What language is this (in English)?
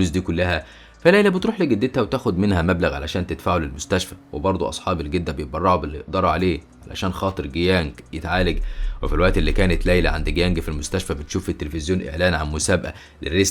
Egyptian Arabic